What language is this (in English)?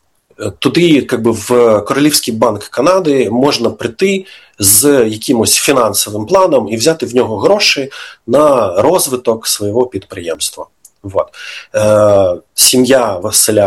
Ukrainian